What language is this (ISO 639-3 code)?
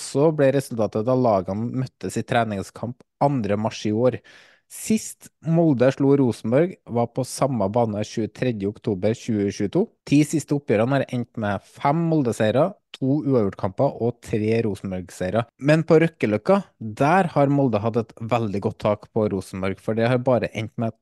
nor